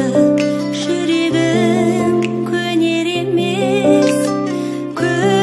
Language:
Kazakh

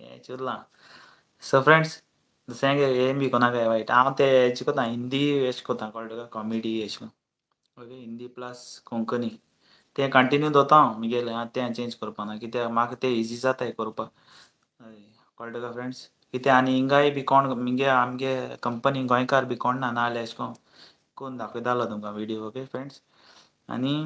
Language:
Konkani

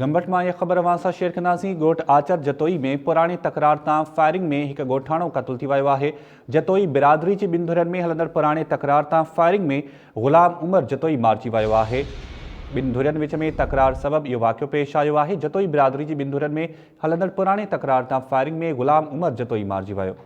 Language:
Sindhi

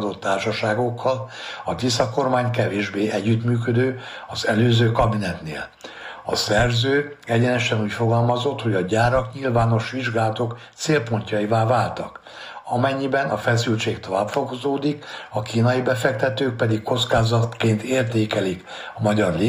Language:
Hungarian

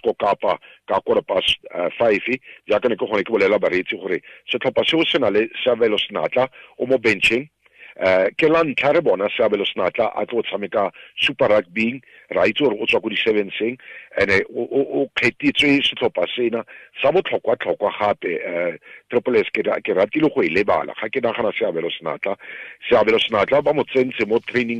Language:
Tswana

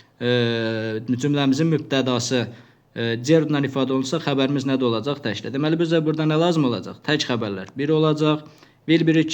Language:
Azerbaijani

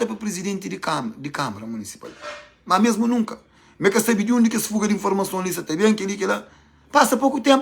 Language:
Kabuverdianu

